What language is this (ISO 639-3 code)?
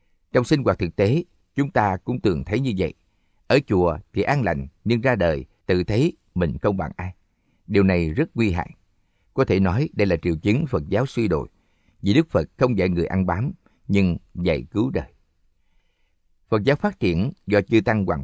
vie